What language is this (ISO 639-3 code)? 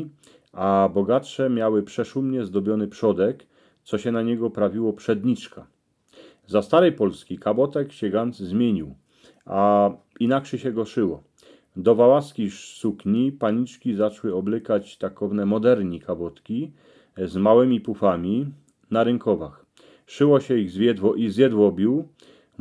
szl